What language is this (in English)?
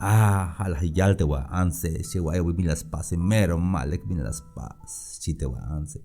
Tzeltal